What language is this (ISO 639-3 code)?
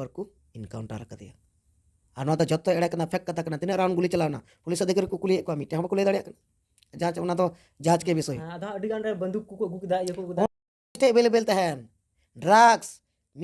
sat